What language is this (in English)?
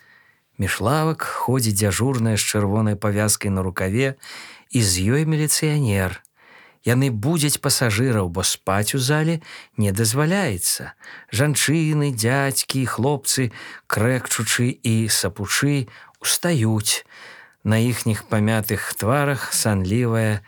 Belarusian